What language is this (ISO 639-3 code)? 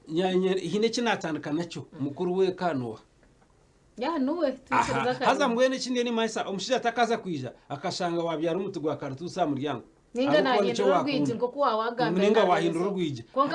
nyn